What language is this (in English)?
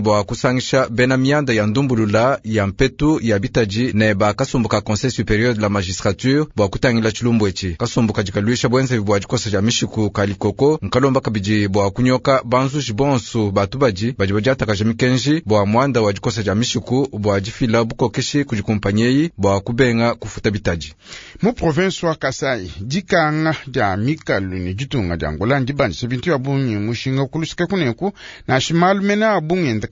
Luba-Lulua